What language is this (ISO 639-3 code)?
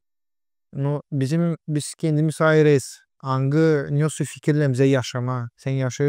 gag